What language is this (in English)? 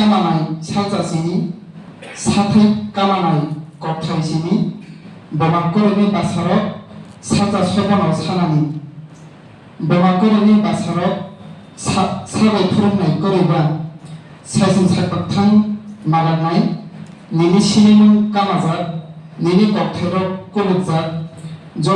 Kok Borok